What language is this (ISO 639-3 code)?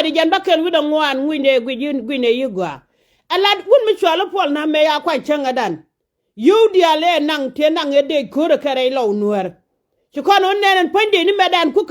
nus